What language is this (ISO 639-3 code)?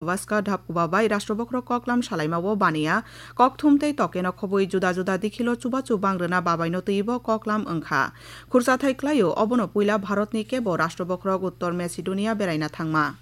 trp